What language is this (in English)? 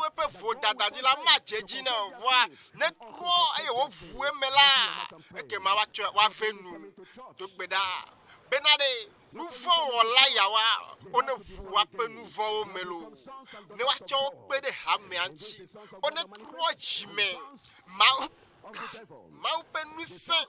Ewe